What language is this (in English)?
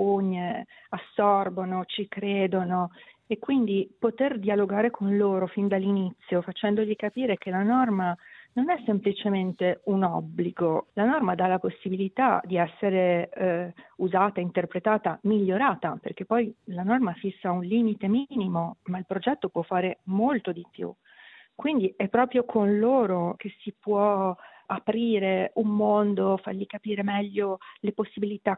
Italian